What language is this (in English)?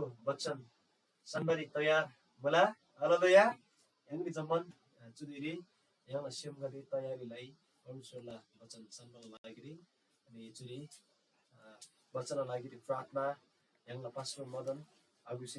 Eastern Tamang